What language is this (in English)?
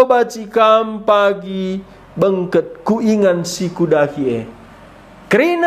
Batak Karo